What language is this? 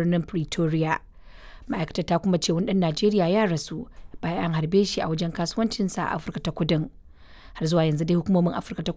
Hausa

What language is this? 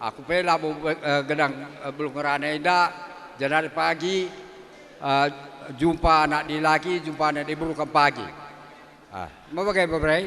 Batak Karo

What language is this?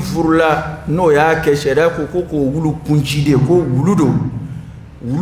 Dyula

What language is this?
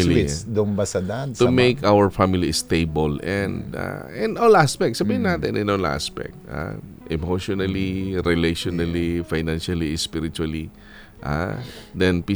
Filipino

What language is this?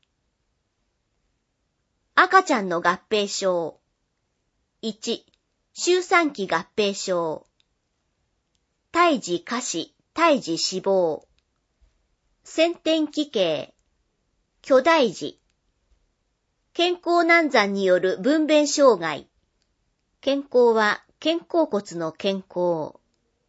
Japanese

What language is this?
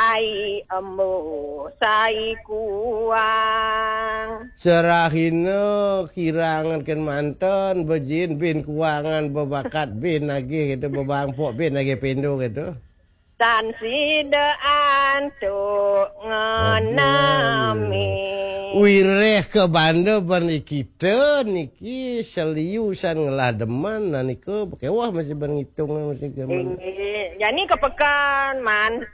Balinese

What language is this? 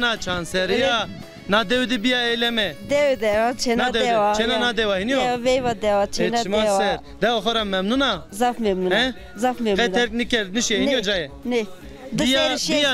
Zaza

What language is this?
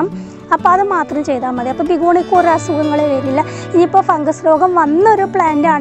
Malayalam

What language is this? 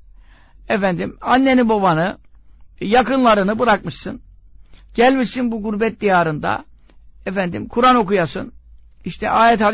Turkish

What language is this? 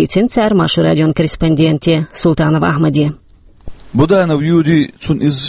Chechen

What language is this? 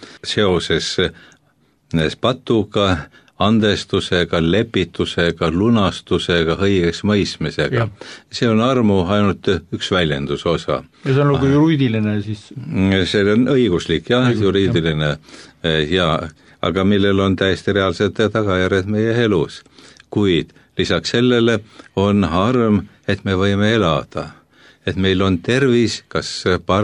Estonian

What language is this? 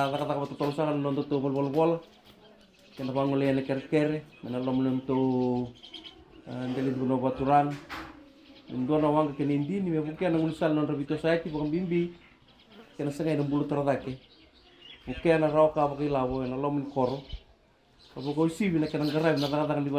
Fijian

